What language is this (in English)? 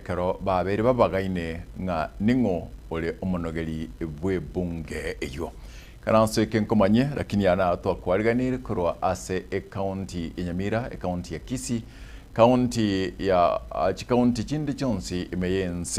Gusii